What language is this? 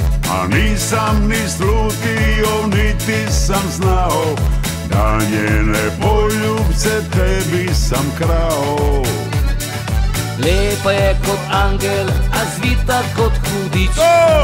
Serbian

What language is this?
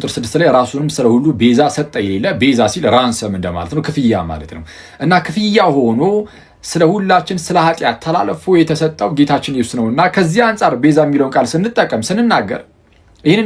Amharic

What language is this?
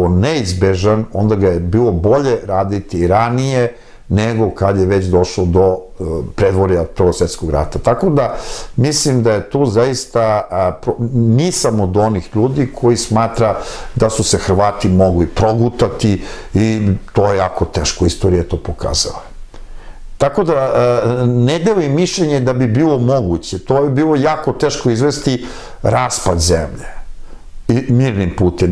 Serbian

